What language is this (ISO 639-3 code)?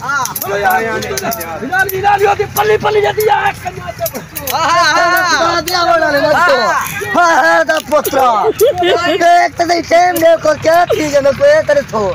skr